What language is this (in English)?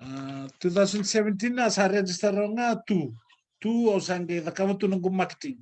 Fijian